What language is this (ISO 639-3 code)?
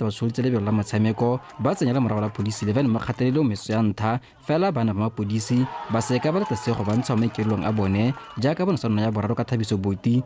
tsn